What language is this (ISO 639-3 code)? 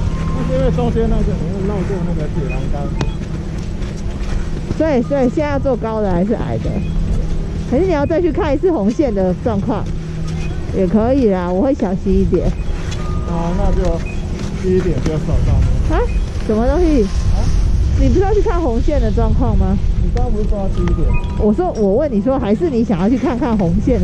zho